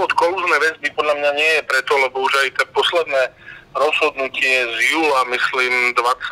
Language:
Slovak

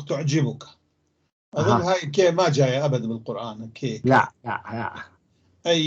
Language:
North Levantine Arabic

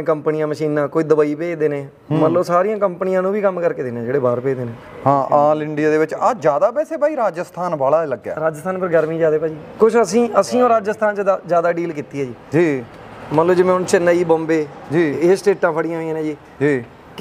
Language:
Punjabi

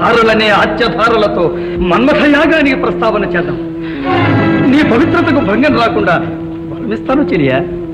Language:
Telugu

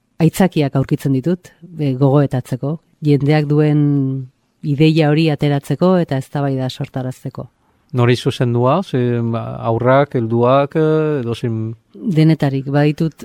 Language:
Basque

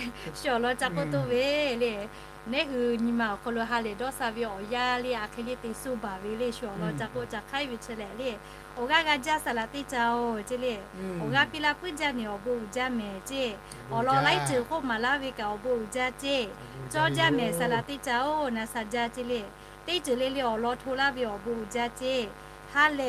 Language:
Lahu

